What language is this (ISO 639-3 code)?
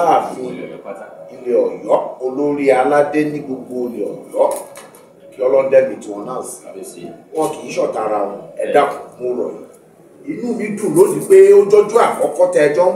yor